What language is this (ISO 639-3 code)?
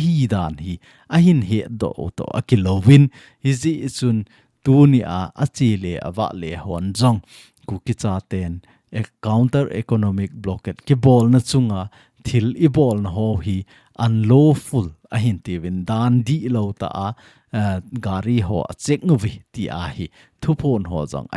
tcz